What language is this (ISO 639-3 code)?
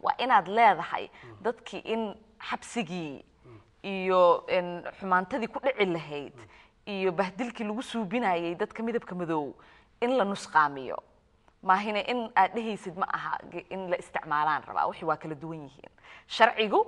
som